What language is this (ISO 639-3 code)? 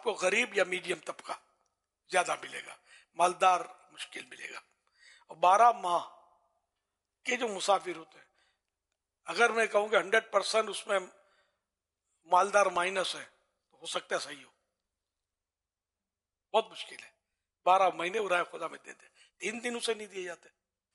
urd